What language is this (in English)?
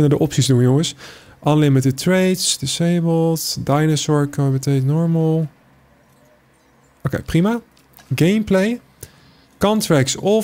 Dutch